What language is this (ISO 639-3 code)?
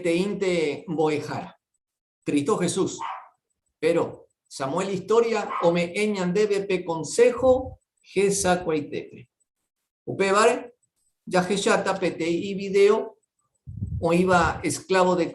grn